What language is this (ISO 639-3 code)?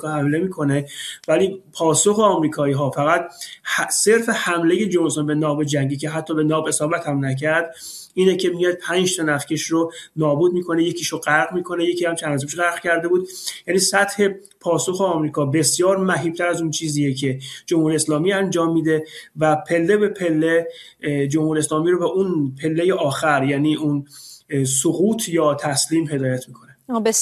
fas